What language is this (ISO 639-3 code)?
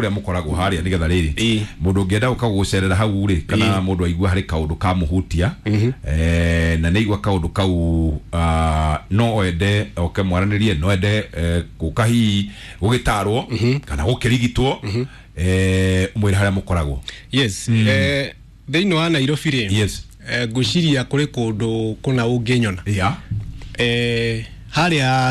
kik